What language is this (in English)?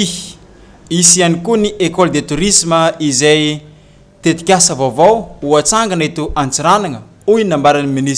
Malagasy